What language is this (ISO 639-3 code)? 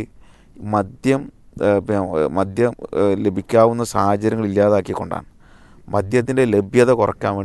mal